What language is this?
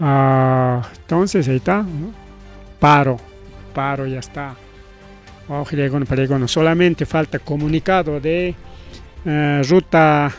Ayacucho Quechua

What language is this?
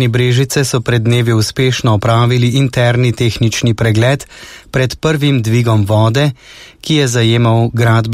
Slovenian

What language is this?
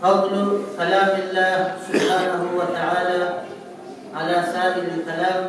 Kumyk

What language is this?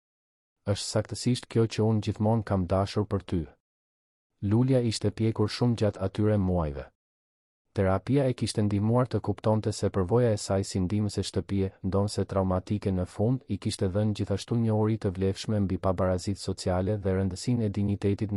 Albanian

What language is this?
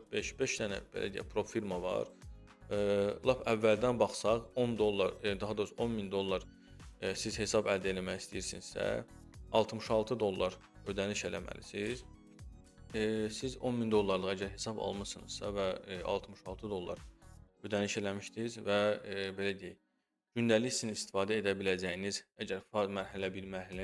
Azerbaijani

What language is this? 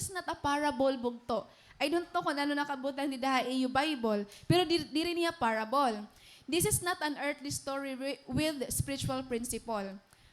Waray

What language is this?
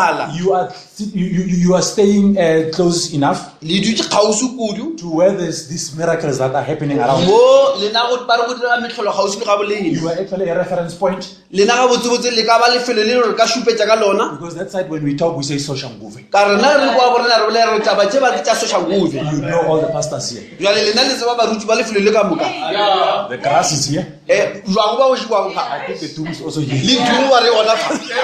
Northern Sotho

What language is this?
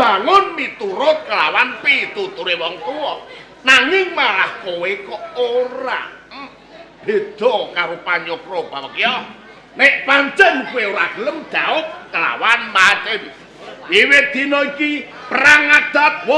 Javanese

